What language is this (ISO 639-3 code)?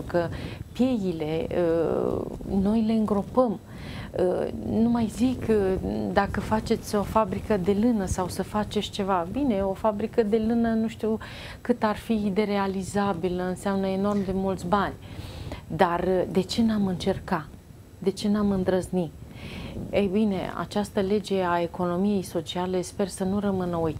ron